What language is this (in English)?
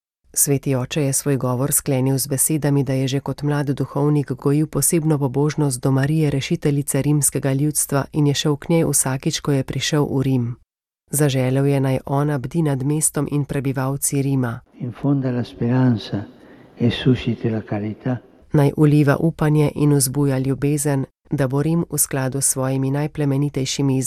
Slovenian